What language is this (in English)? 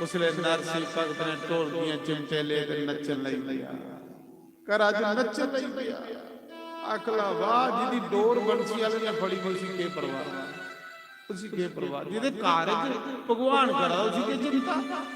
Dogri